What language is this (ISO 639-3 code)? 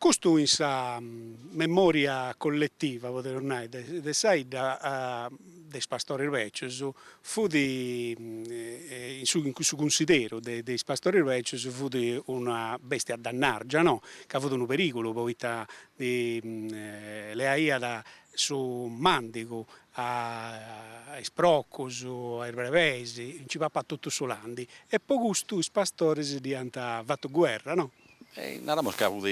srd